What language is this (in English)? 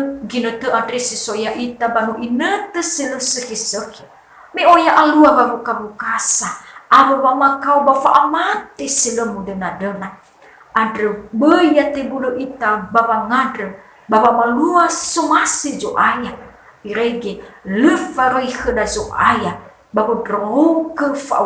Nias